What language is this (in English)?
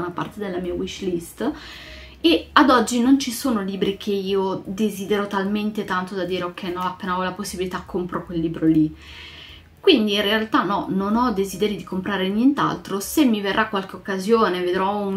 Italian